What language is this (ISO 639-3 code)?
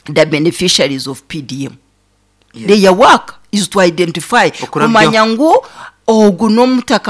nyn